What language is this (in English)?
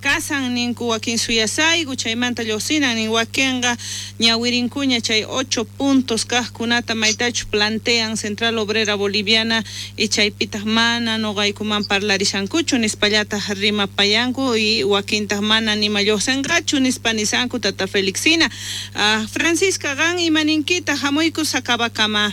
South Bolivian Quechua